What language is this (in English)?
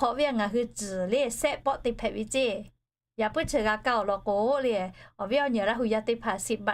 Lahu